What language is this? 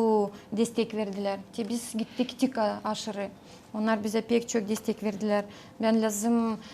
Gagauz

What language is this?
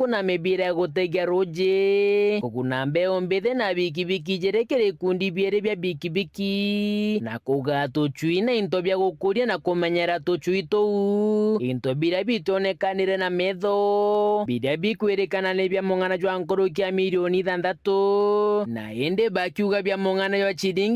Meru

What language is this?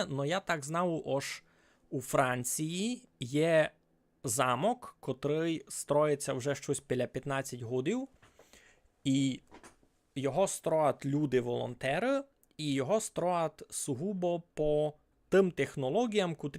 Rusyn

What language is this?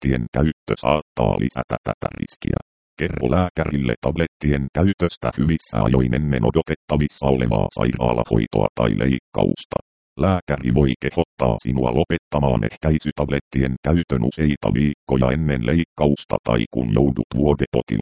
Finnish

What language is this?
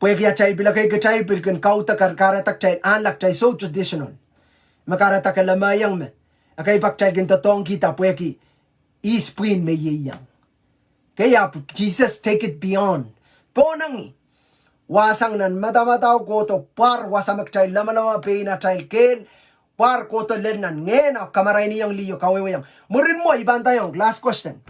Pohnpeian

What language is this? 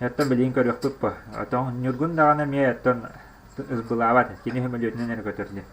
Yakut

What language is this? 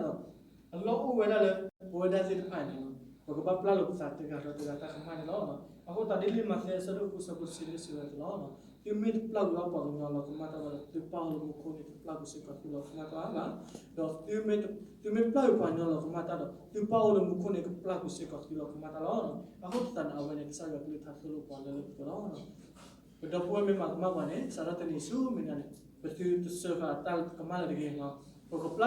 S'gaw Karen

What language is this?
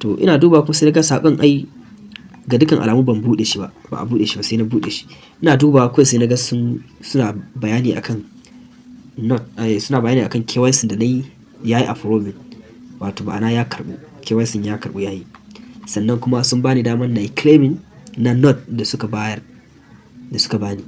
Hausa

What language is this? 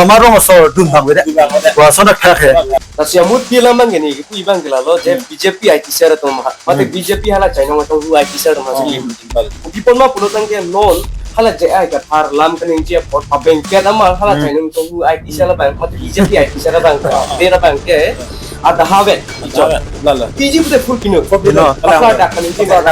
Karbi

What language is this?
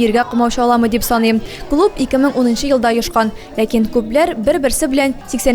Tatar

